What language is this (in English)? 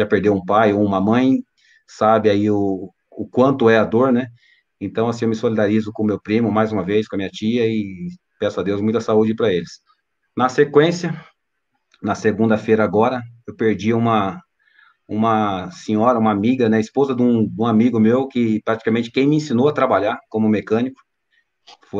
Portuguese